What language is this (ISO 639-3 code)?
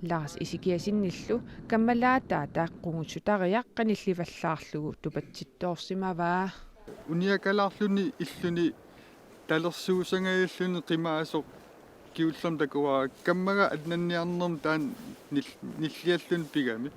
kal